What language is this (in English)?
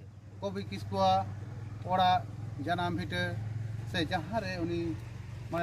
Santali